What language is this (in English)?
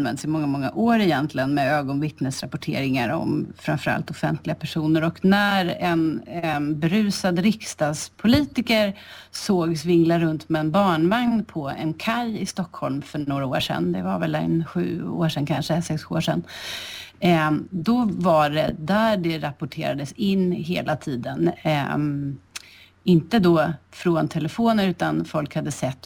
Swedish